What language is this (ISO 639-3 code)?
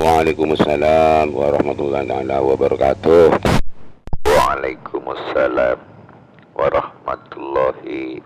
mad